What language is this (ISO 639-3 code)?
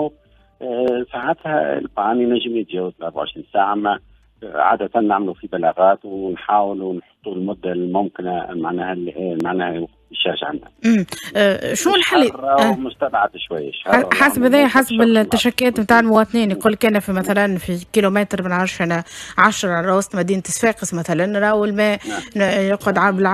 aeb